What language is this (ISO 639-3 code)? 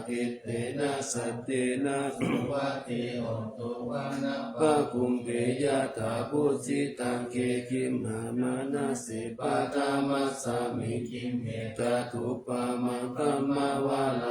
pli